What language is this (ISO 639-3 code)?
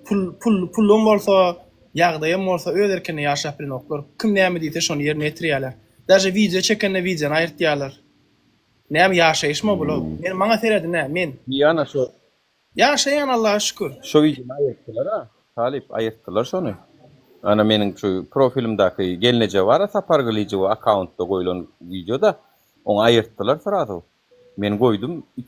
tuk